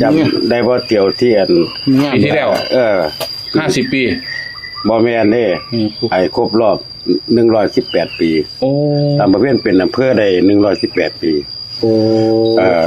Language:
Northeastern Thai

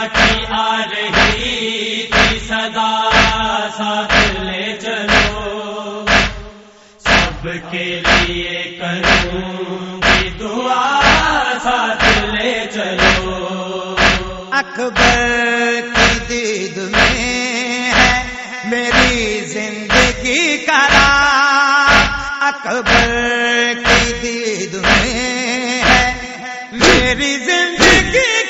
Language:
Urdu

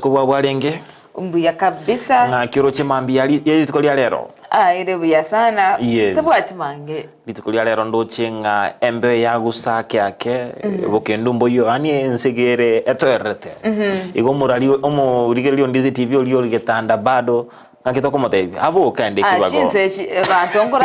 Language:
Gusii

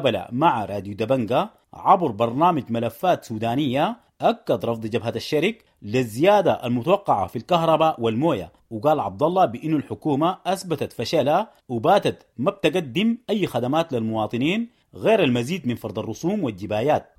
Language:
Sudanese Arabic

